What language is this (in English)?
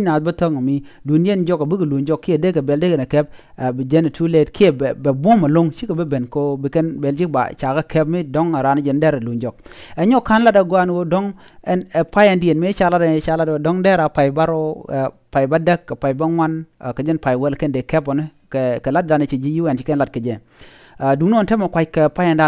Nuer